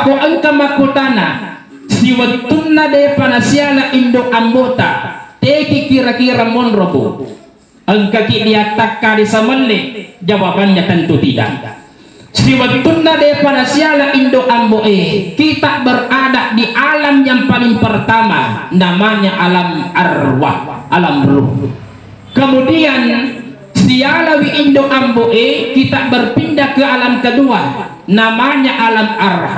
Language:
Buginese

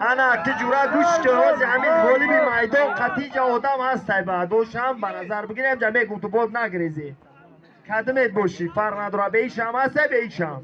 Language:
Tajik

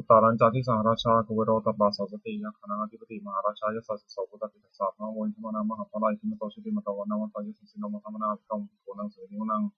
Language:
Pali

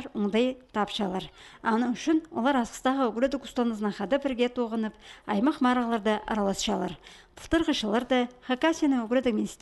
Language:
Khakas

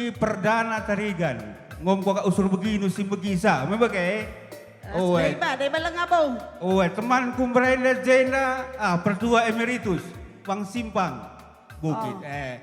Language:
Batak Karo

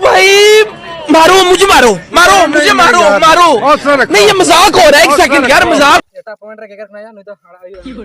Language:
Santali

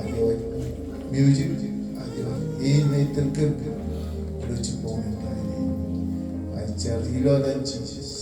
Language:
Marshallese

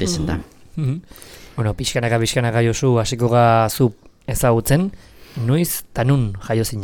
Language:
Basque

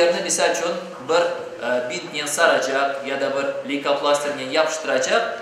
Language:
Crimean Tatar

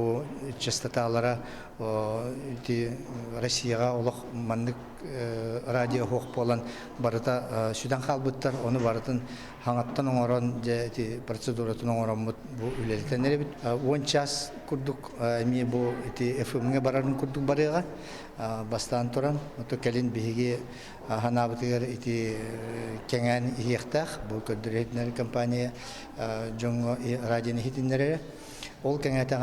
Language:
Yakut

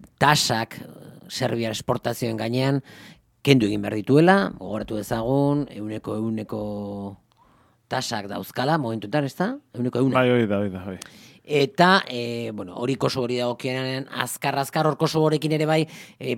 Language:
Basque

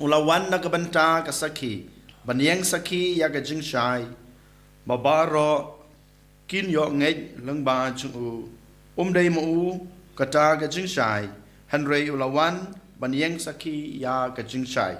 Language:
Khasi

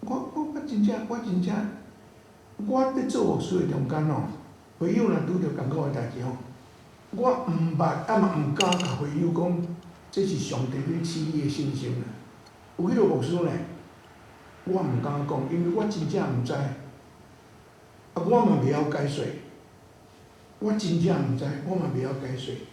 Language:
Min Nan Chinese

